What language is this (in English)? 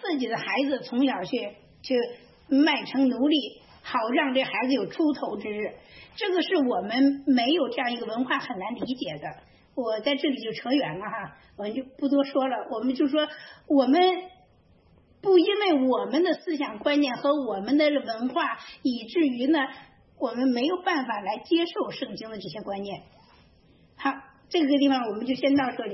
Chinese